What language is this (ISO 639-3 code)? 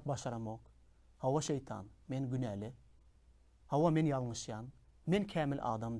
tuk